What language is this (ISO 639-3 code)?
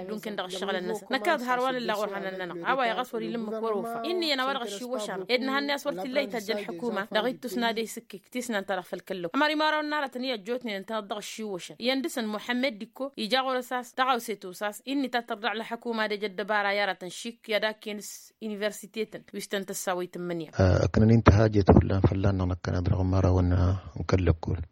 taq